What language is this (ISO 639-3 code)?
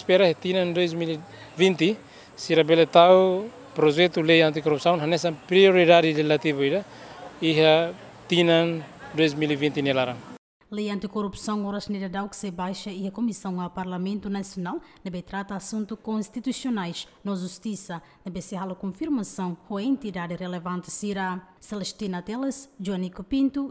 tet